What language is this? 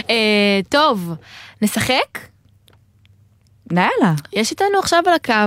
Hebrew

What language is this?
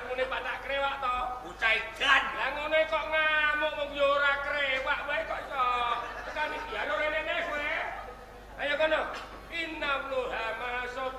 Javanese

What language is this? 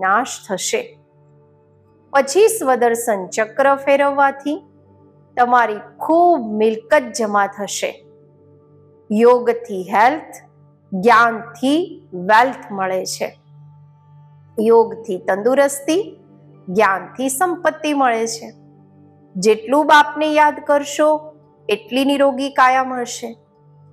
Gujarati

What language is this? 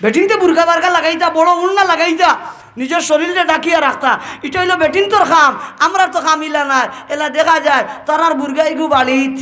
Sylheti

